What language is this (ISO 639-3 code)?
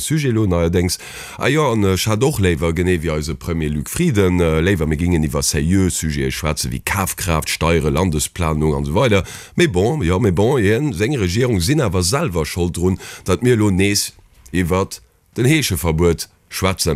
ltz